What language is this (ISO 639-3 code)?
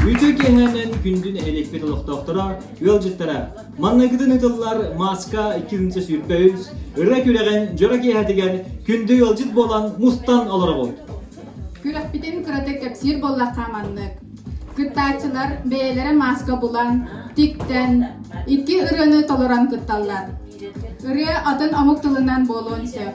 sah